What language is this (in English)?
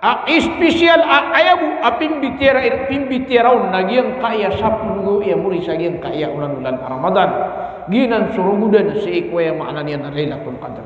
Maranao